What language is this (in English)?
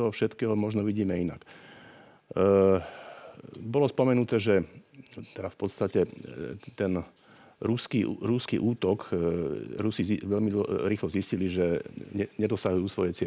Slovak